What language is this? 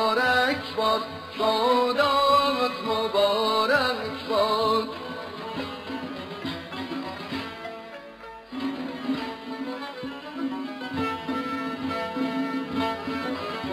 Persian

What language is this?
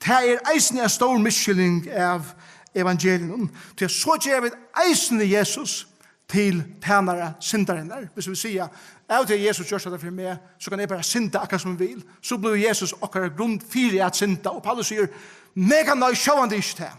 Faroese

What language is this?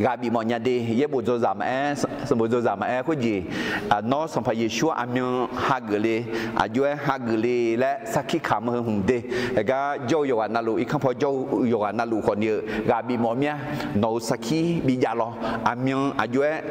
Akha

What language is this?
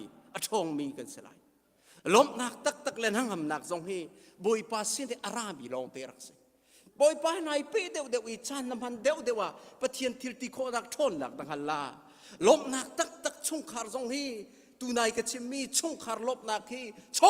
Hakha Chin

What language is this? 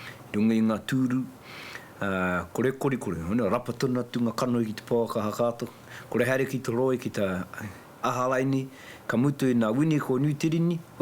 Māori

